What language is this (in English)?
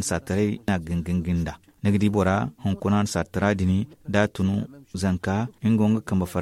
Zarma